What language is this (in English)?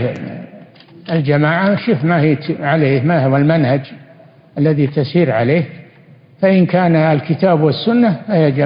Arabic